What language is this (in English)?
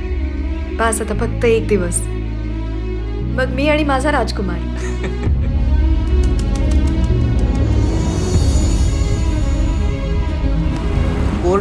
Marathi